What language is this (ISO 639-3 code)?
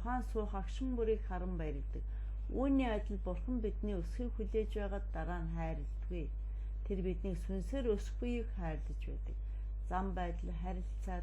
mon